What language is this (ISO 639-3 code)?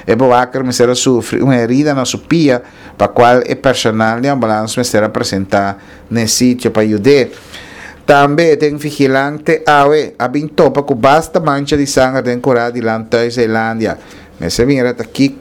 pap